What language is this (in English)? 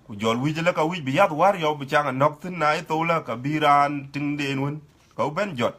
Dinka